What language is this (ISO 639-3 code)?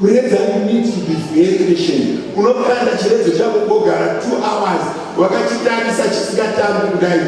sna